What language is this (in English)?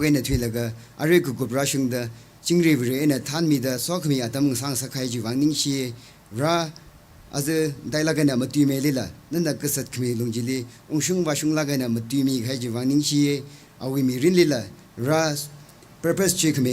Tangkhul Naga (India)